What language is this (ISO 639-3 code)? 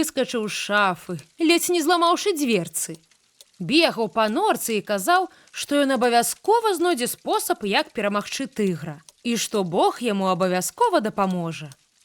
bel